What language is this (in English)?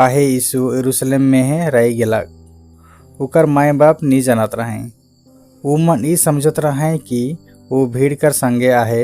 Sadri